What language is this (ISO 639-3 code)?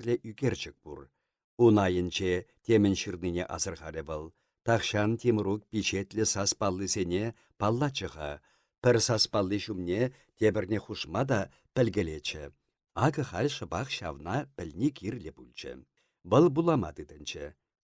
chv